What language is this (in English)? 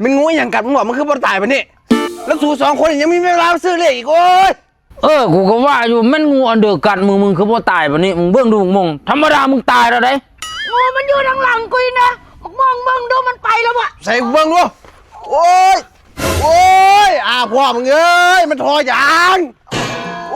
Northeastern Thai